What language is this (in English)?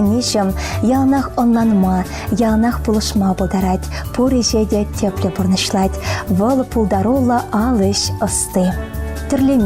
Chuvash